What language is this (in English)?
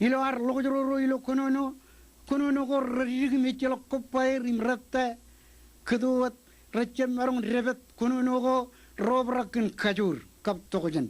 Marshallese